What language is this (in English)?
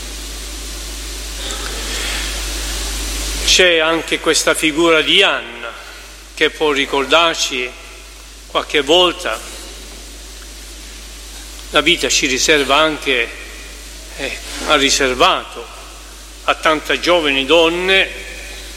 Italian